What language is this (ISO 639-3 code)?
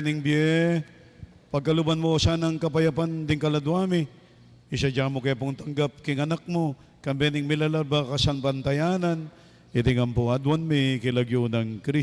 pam